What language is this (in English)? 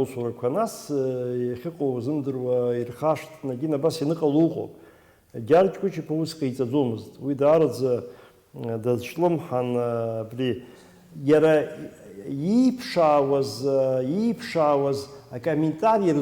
Abkhazian